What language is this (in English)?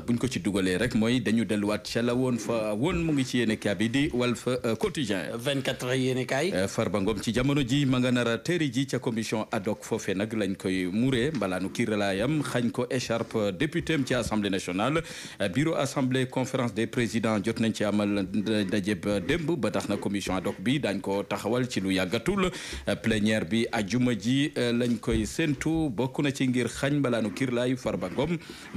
Wolof